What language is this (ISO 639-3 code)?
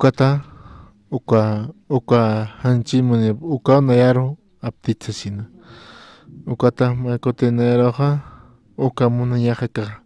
aym